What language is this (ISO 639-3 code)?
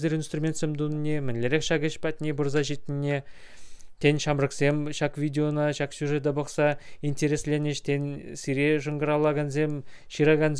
chv